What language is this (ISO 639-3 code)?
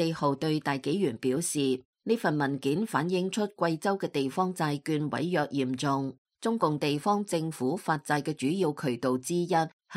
yue